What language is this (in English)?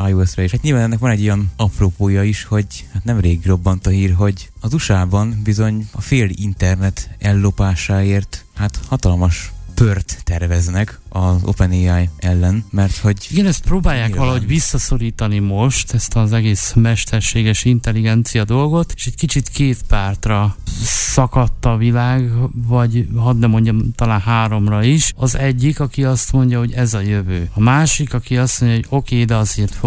Hungarian